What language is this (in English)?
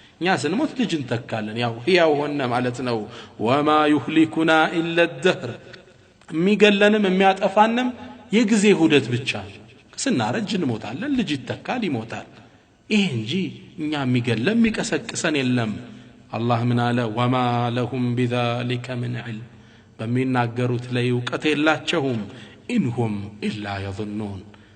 Amharic